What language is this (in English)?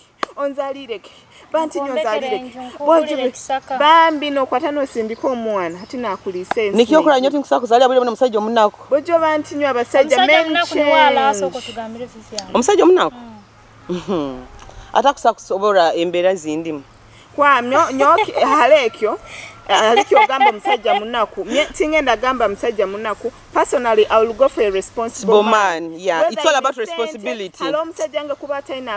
Nyoro